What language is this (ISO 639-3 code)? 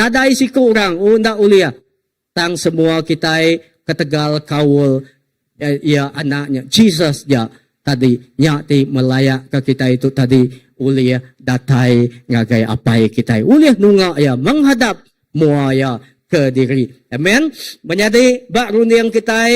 iba